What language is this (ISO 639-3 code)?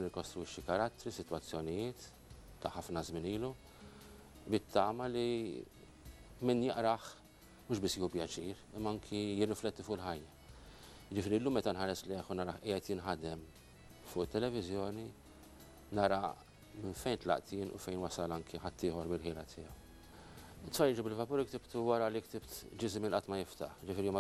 mlt